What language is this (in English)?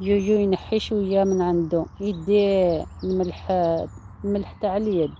Algerian Arabic